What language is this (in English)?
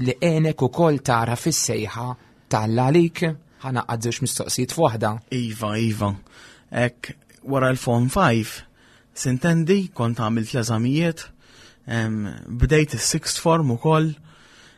Maltese